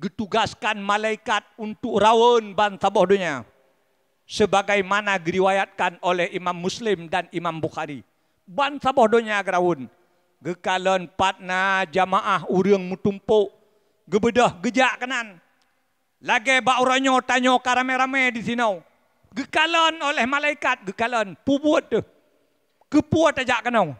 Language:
Achinese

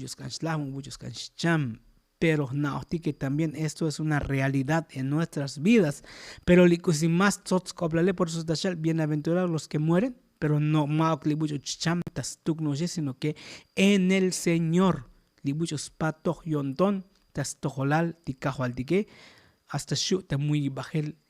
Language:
Tzotzil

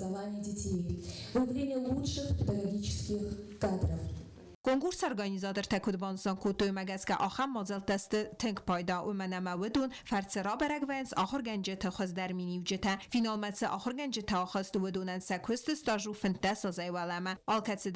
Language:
Ossetic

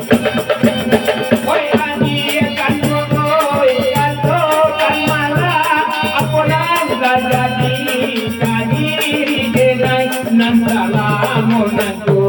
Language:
Minangkabau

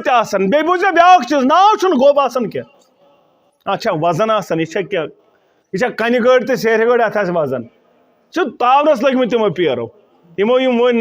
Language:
Kashmiri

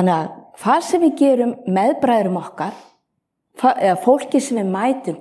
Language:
Icelandic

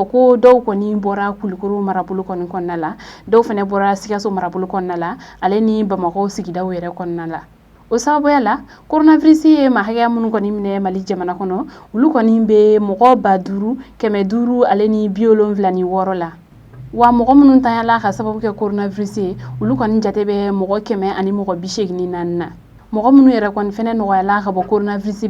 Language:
Bambara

